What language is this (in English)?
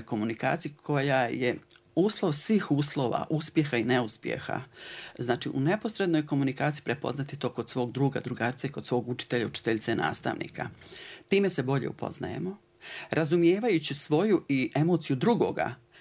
Bosnian